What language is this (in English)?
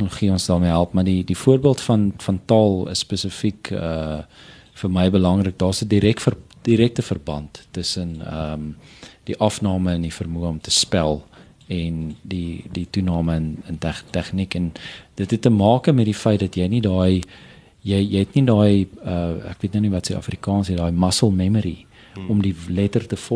Afrikaans